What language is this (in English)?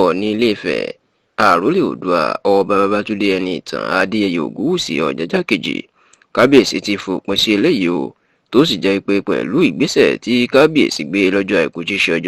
Yoruba